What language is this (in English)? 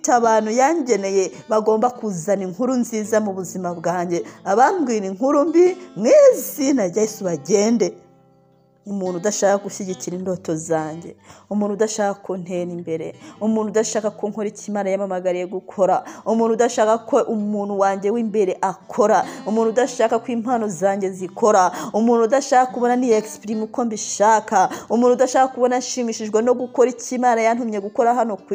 Kinyarwanda